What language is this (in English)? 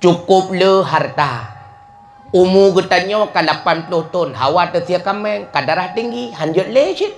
Achinese